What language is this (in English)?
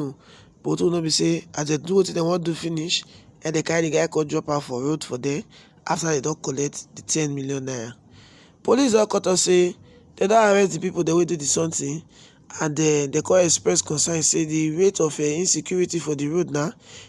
Nigerian Pidgin